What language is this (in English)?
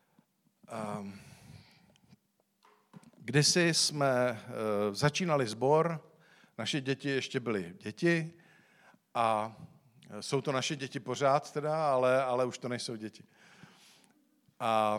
Czech